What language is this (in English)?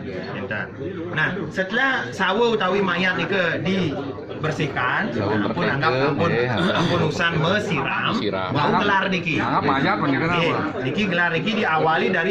Balinese